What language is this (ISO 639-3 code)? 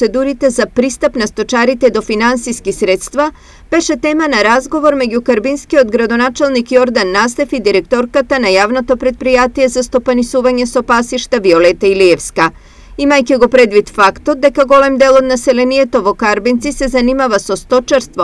mkd